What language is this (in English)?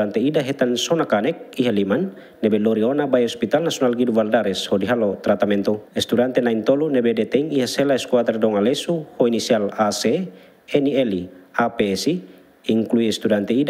Tetum